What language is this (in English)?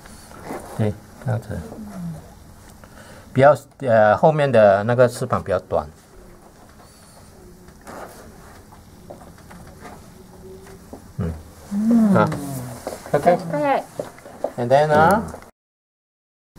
Chinese